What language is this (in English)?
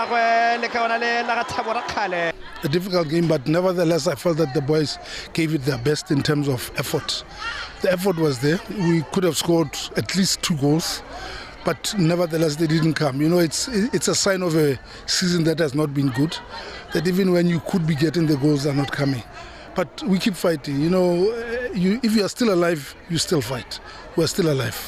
Tswana